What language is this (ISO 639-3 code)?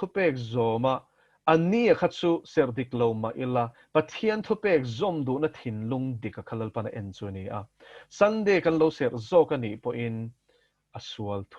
lus